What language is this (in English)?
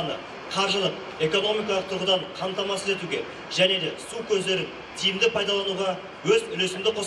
Kazakh